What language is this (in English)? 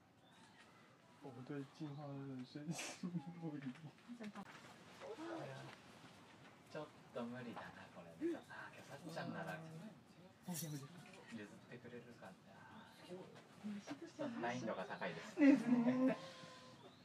Japanese